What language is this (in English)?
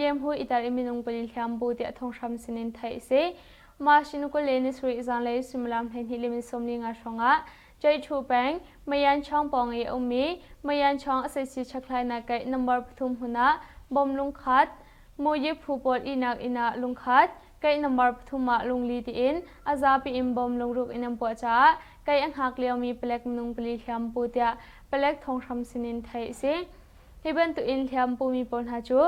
Hakha Chin